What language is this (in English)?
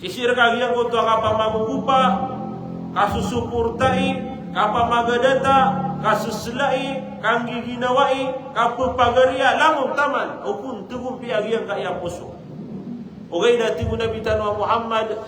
Maranao